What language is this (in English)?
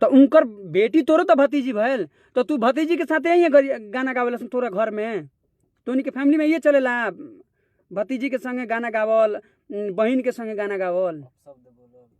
Bhojpuri